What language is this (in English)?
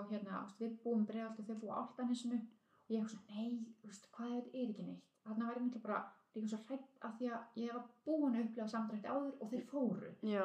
Icelandic